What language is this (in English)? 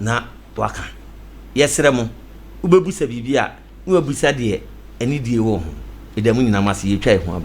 Akan